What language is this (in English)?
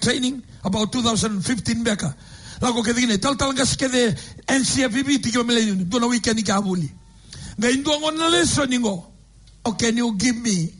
Fijian